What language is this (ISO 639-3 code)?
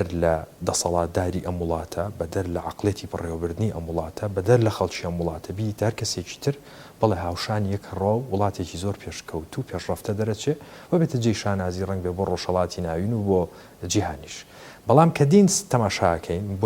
ckb